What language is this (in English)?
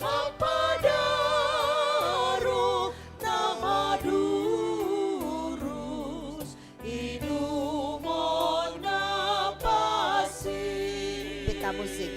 Batak Simalungun